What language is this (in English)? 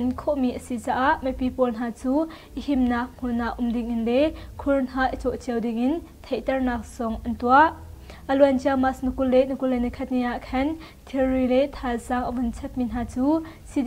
Hakha Chin